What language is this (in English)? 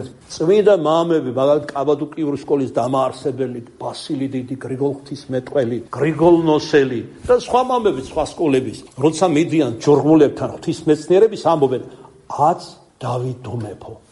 Georgian